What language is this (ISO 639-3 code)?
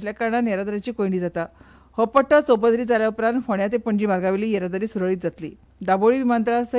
kok